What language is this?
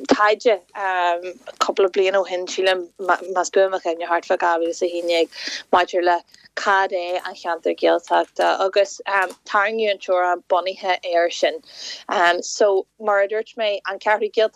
Irish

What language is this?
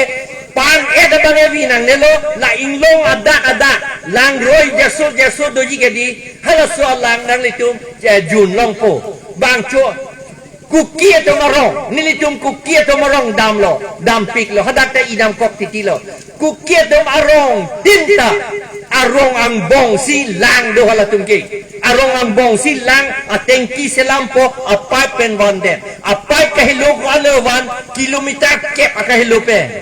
Karbi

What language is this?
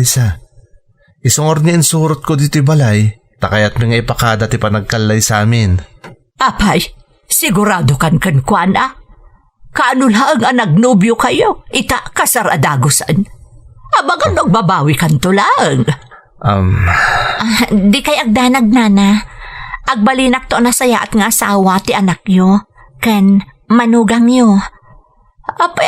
Iloko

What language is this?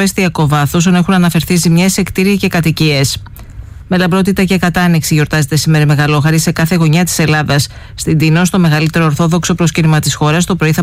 Greek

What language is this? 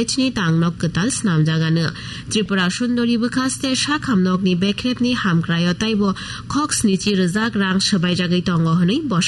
Kok Borok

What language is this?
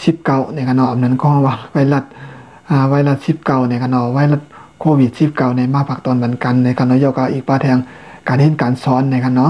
Shan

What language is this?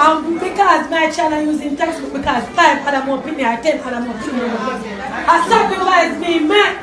Jamaican Creole English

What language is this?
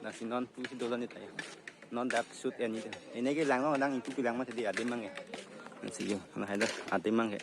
Karbi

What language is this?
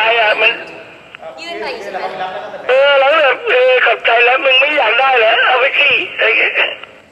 Thai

